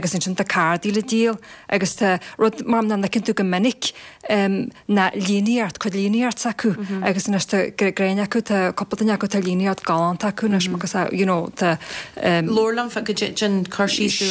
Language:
Irish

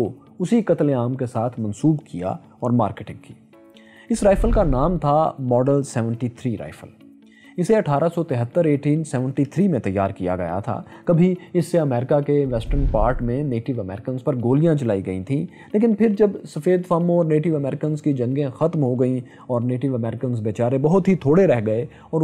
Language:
Urdu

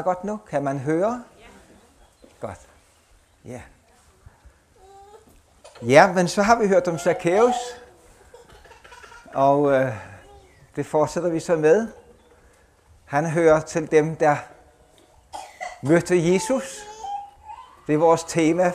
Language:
Danish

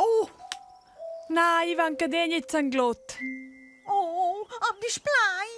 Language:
Romansh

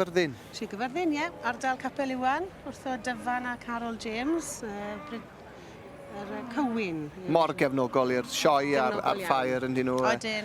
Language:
Welsh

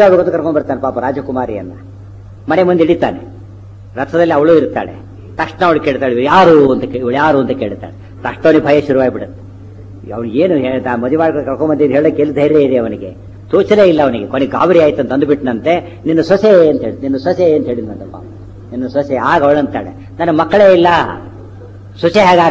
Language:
Kannada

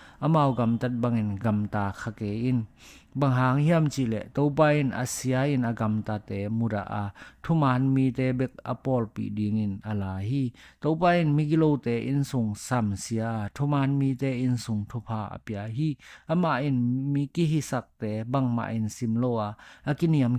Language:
Tedim Chin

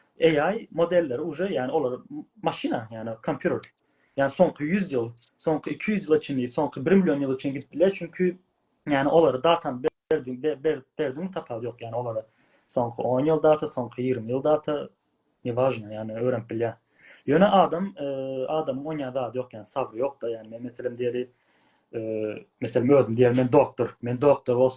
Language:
Turkmen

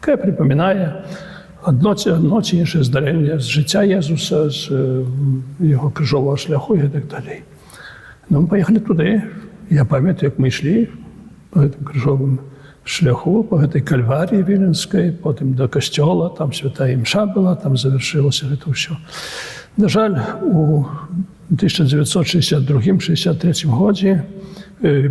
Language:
Belarusian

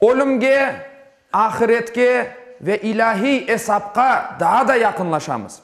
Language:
Crimean Tatar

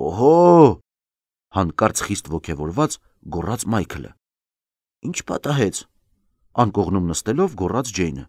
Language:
Armenian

